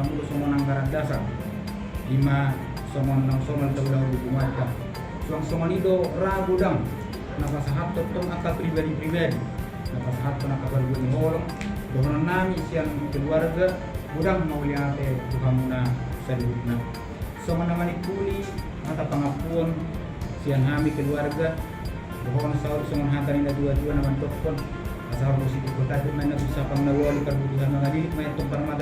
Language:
Batak Toba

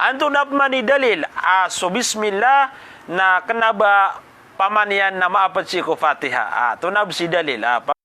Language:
Maranao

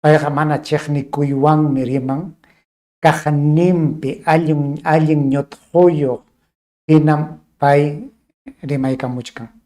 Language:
Ayacucho Quechua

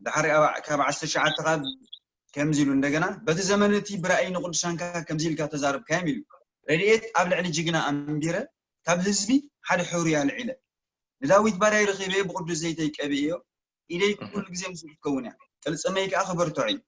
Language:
Tigrinya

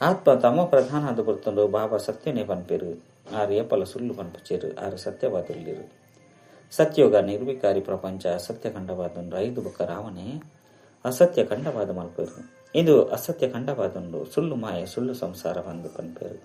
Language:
Tulu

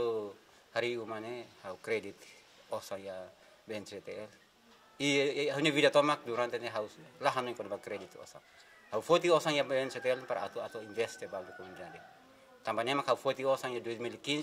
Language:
Tetum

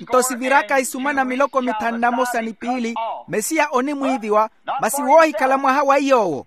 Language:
Makhuwa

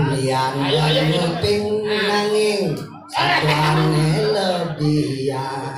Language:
Balinese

